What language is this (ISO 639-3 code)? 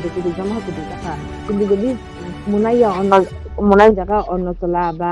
trp